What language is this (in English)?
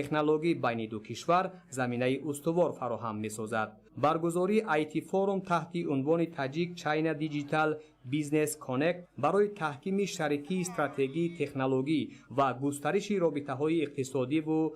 Tajik